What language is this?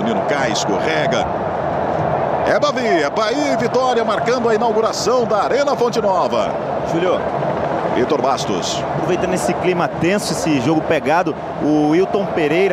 Portuguese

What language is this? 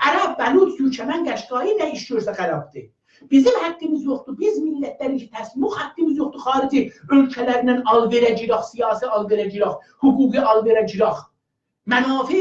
South Azerbaijani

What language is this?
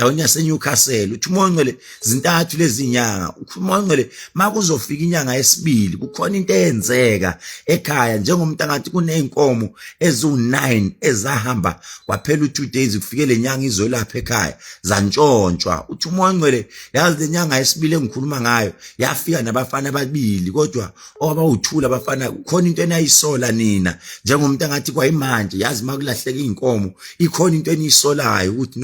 Zulu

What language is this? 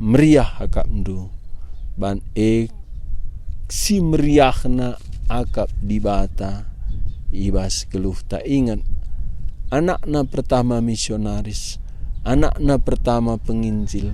Batak Karo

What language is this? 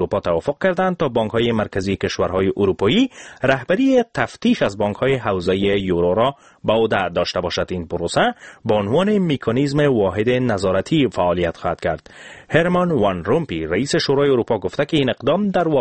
Persian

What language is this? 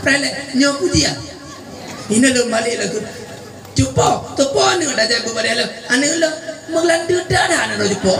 Achinese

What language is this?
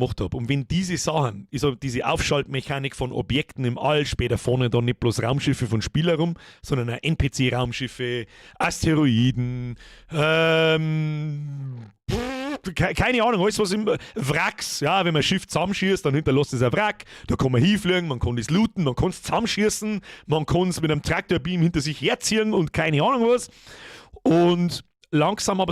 Bavarian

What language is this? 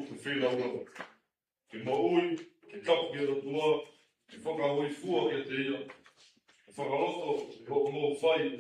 Tongan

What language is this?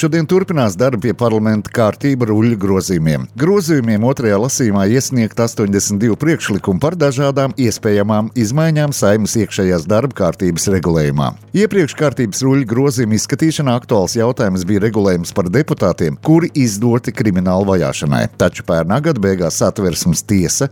Latvian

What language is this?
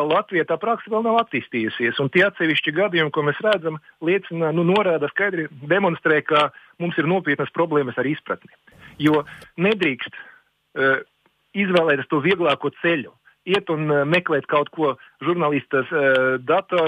Latvian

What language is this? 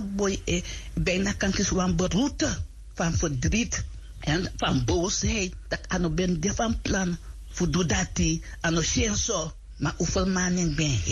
Sranan Tongo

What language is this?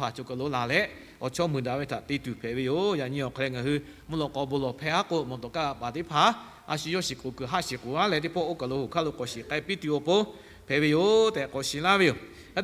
Lahu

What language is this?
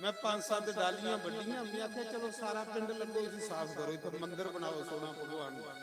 Dogri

